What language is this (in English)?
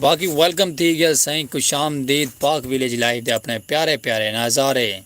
Saraiki